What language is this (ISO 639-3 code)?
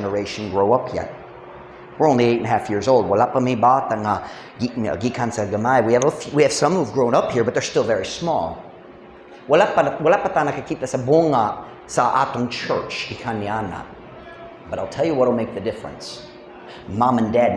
ceb